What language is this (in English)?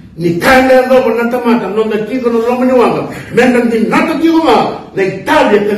Fijian